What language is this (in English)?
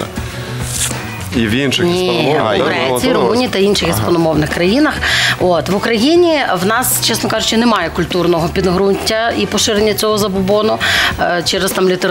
Ukrainian